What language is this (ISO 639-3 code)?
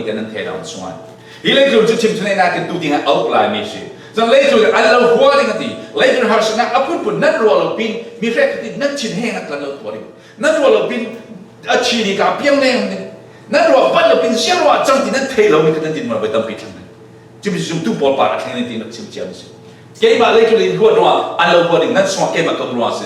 cfm